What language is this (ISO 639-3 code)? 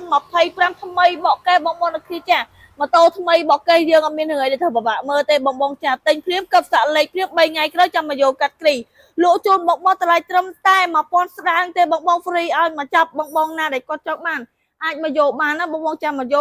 khm